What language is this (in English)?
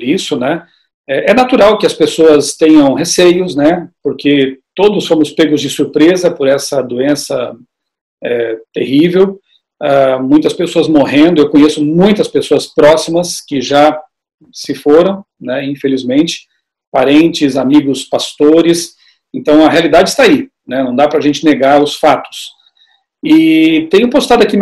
Portuguese